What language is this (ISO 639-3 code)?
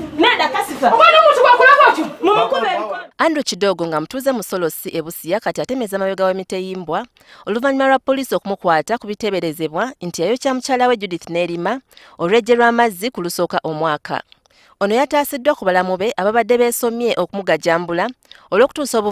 lug